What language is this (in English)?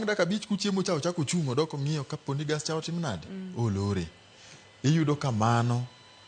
Luo (Kenya and Tanzania)